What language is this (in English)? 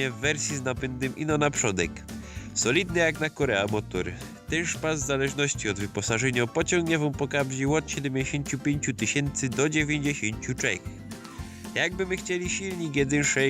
Silesian